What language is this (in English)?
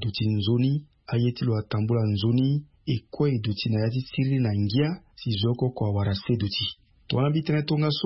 Sango